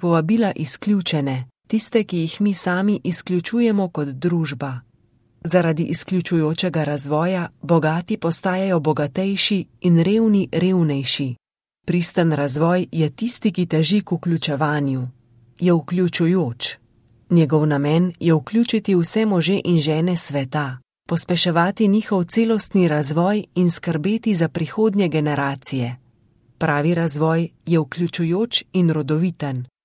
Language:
Slovenian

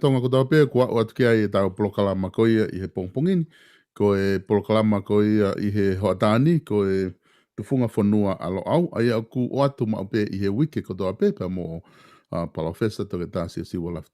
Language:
Tongan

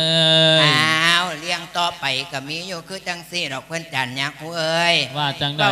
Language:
Lao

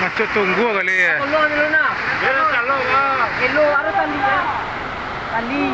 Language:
Minangkabau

